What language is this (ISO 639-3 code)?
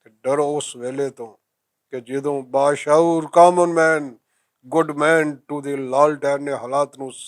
lah